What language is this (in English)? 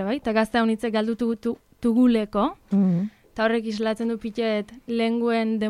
Basque